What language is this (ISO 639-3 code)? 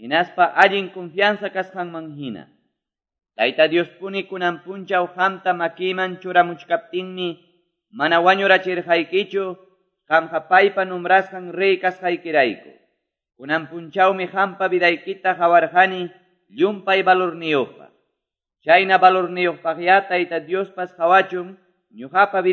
que